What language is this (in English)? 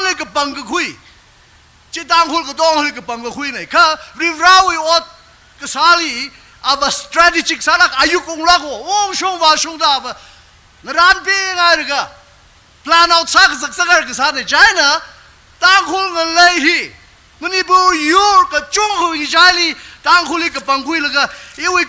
Tangkhul Naga (India)